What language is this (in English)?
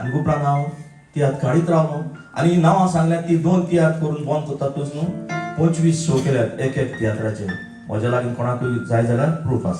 Konkani